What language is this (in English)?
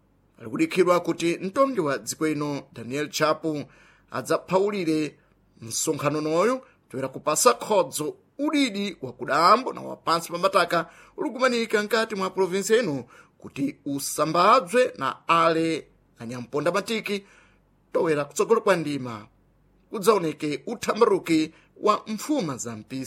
Sena